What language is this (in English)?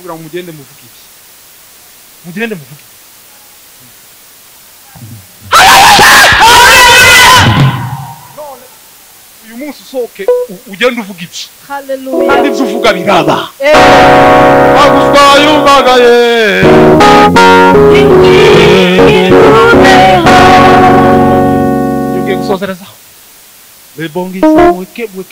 Kinyarwanda